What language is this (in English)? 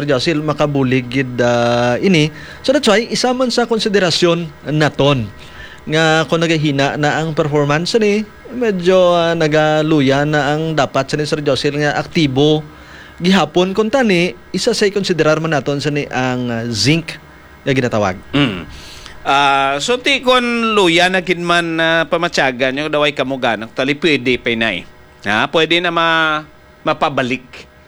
Hiligaynon